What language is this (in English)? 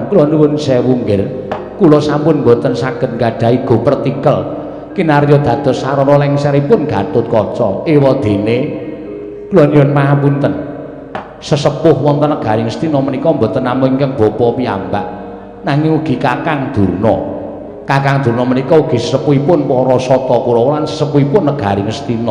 Javanese